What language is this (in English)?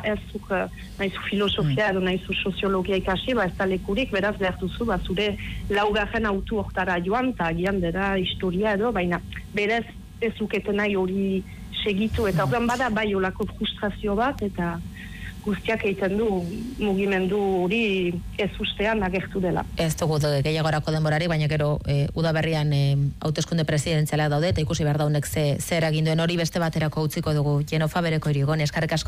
Basque